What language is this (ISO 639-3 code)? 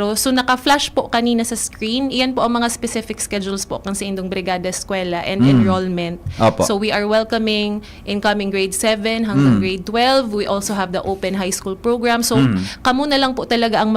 bik